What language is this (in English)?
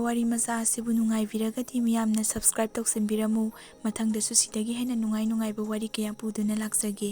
Manipuri